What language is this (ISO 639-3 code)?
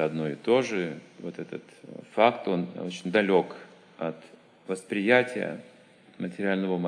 rus